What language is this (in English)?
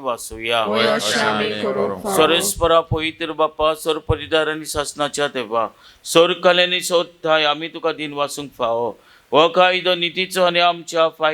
Konkani